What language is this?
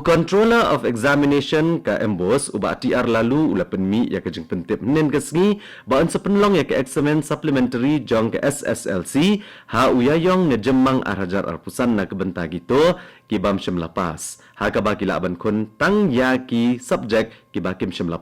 Khasi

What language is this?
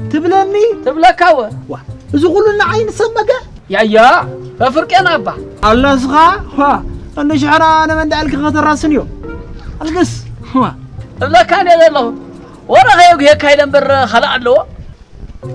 Tigrinya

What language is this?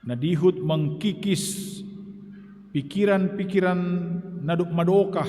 Batak Simalungun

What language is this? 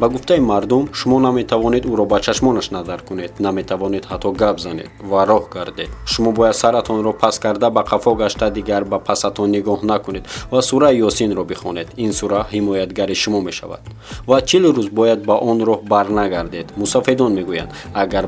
Tajik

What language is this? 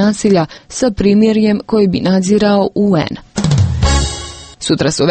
Croatian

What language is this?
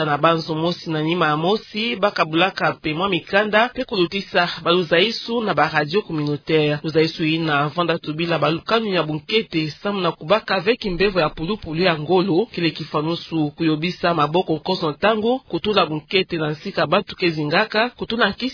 Kituba (Democratic Republic of Congo)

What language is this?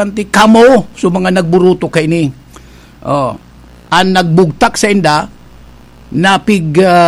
Bikol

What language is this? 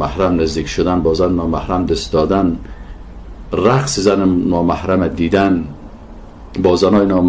Persian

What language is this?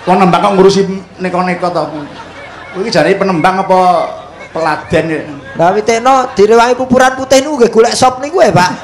Javanese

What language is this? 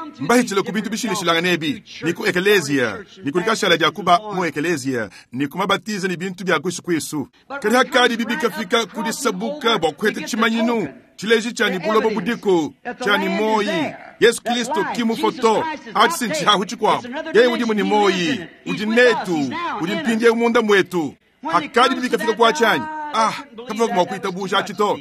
Luba-Lulua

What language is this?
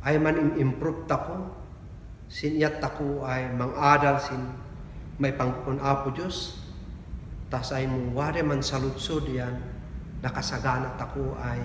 Kankanaey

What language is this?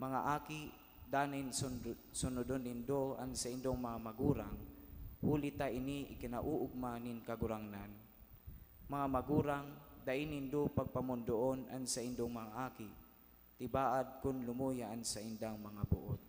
Bikol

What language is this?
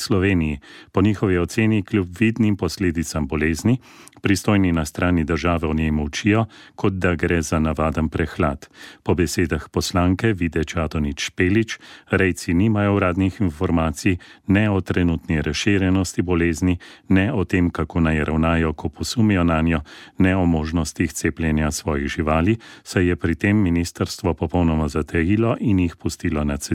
Slovenian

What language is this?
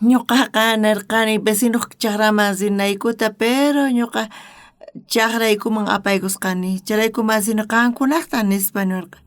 South Bolivian Quechua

